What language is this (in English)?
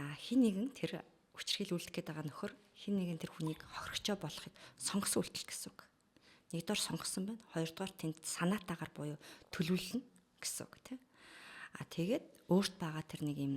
Mongolian